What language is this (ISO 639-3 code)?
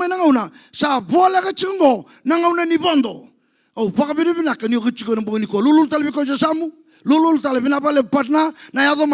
fij